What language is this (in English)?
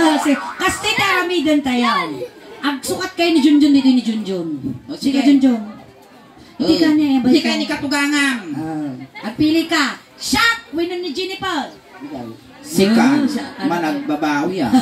Iloko